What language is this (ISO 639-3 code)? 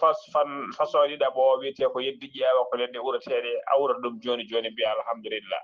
ful